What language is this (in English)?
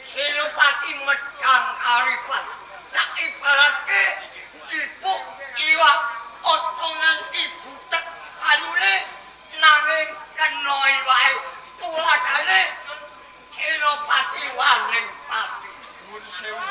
Javanese